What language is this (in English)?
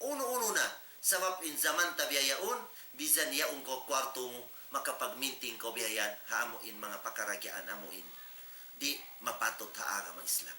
Tausug